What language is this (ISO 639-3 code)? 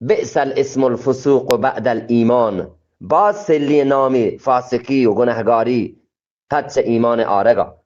bgp